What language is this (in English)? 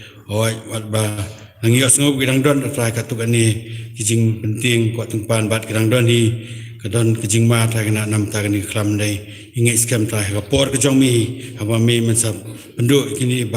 Khasi